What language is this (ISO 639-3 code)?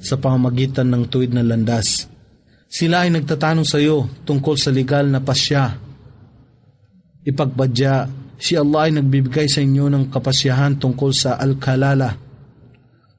fil